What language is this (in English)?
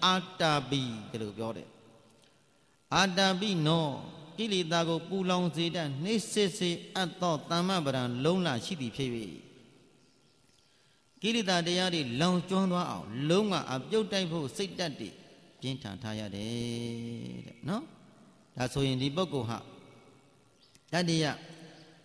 Burmese